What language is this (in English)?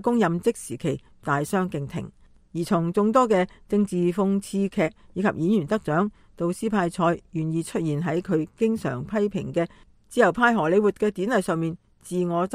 Cantonese